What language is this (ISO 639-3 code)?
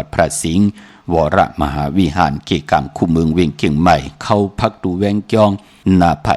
shn